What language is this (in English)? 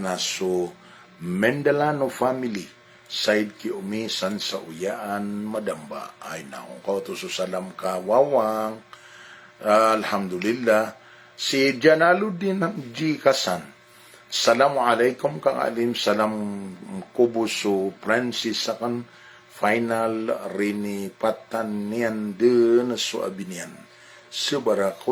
Maranao